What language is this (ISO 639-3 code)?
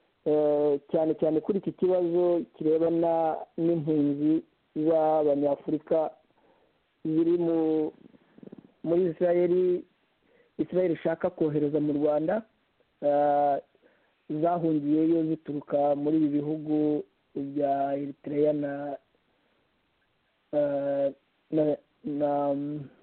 kin